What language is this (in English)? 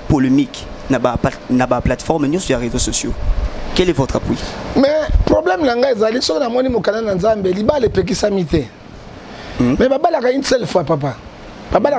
Lingala